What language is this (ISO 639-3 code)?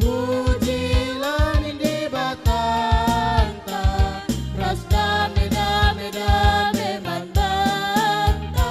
btx